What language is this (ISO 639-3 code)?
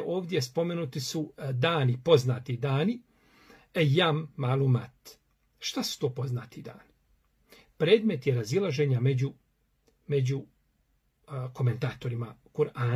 bos